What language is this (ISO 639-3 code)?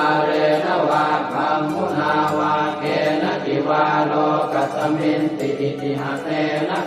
pli